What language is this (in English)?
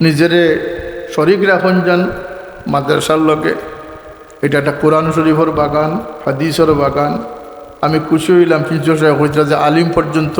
Sylheti